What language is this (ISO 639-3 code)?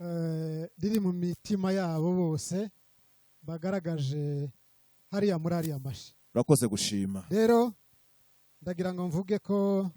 kin